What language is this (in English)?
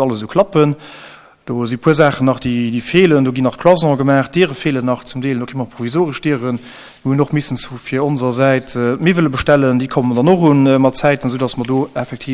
Luxembourgish